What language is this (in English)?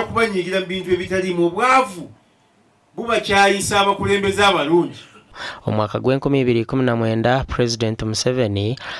Nyankole